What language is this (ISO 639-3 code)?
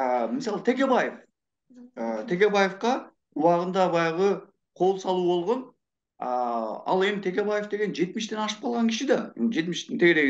kir